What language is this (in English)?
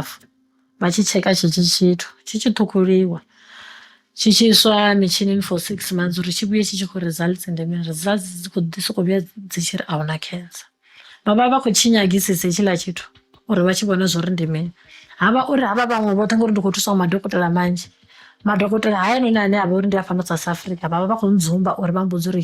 Venda